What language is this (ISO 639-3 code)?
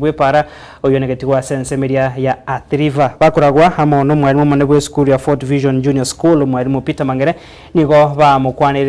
guz